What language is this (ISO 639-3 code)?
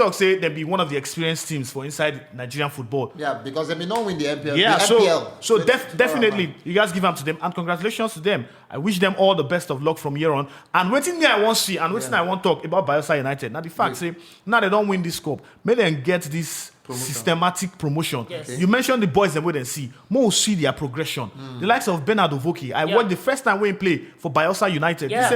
pcm